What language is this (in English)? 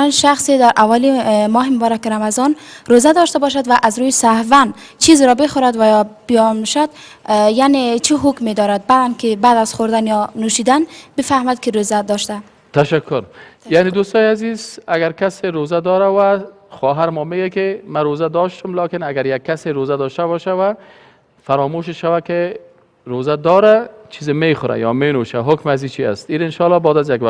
Persian